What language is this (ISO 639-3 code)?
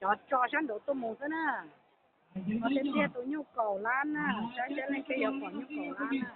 hmn